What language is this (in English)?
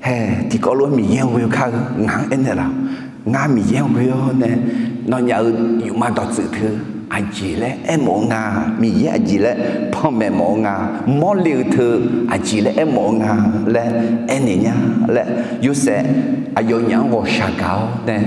Akha